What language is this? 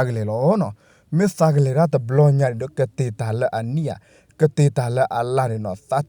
S'gaw Karen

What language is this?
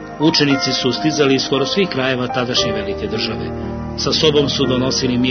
Serbian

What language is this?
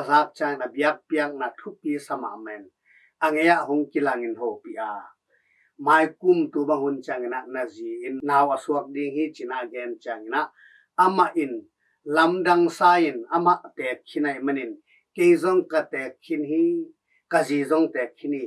Tedim Chin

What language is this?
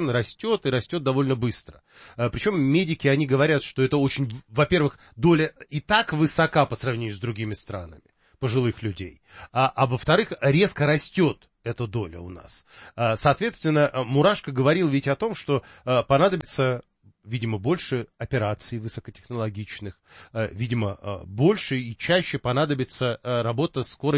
Russian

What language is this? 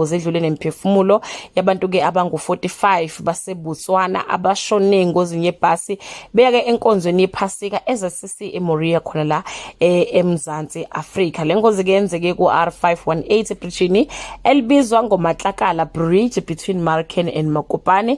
Zulu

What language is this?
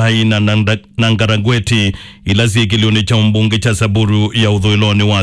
Kamba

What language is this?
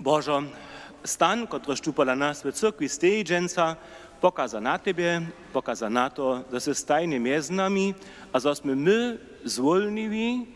Upper Sorbian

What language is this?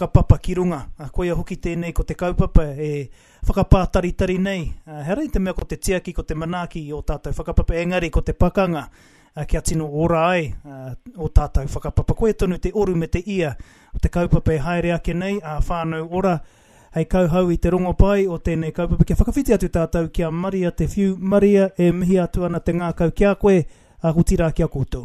Māori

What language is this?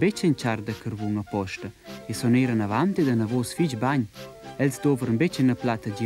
Romansh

